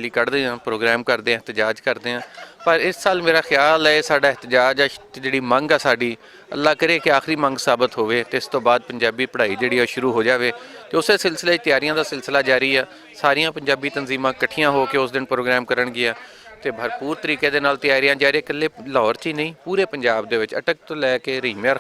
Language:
Western Panjabi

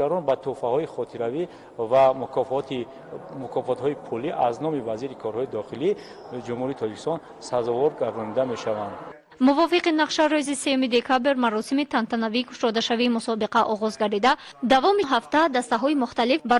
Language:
Tajik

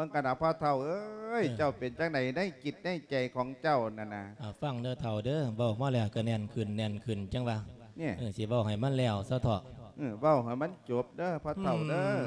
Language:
Lao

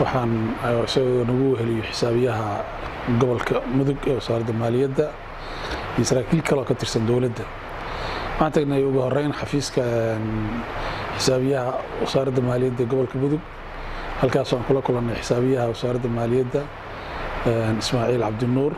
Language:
Somali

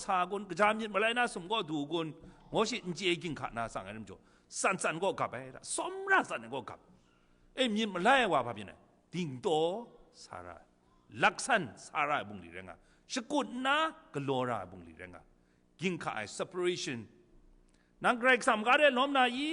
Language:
Kachin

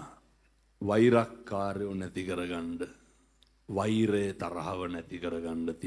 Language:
Sinhala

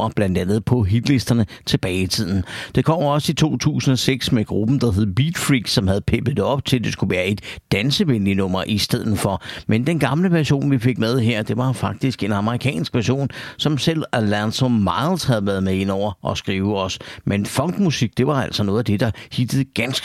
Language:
Danish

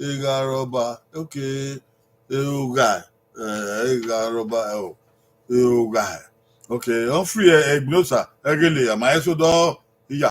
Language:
Bini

